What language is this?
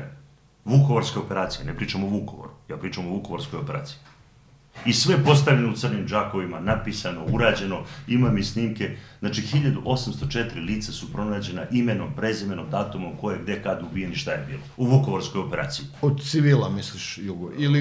Serbian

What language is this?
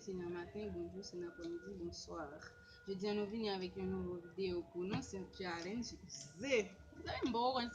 Haitian Creole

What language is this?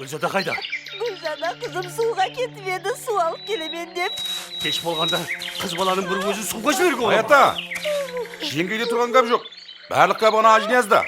Kara-Kalpak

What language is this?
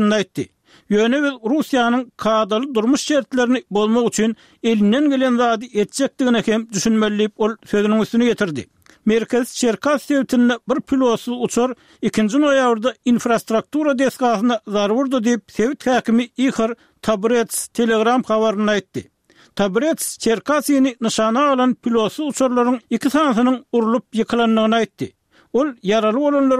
Turkmen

